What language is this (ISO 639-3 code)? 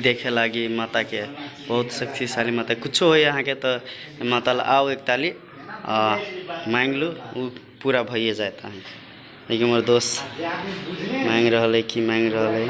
mai